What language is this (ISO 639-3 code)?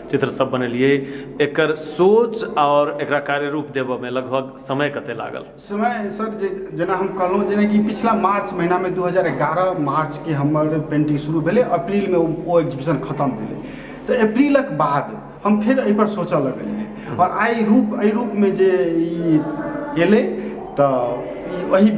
mai